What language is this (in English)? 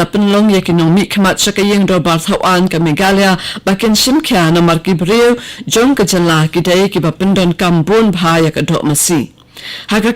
Khasi